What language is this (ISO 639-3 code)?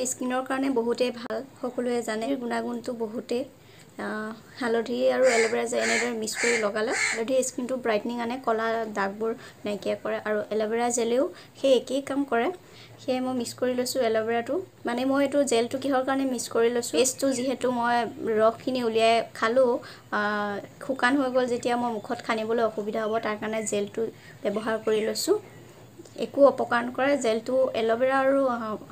asm